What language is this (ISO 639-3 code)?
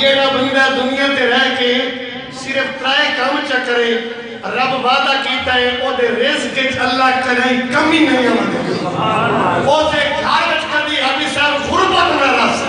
skr